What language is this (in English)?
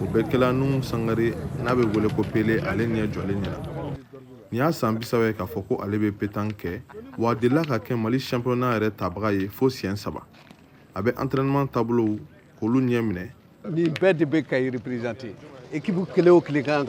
Bambara